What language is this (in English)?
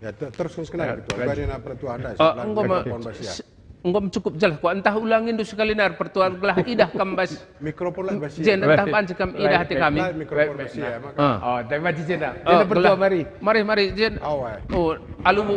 Batak Karo